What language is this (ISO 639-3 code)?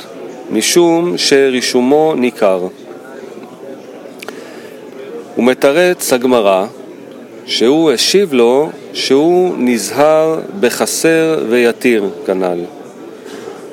heb